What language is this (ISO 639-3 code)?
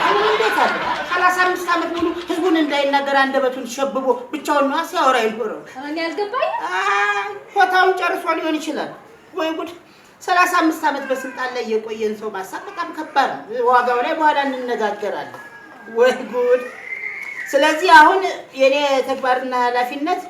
amh